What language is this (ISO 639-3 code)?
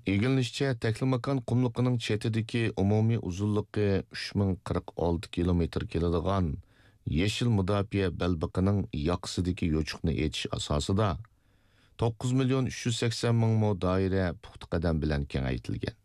uig